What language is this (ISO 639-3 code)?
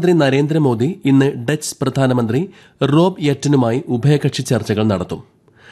mal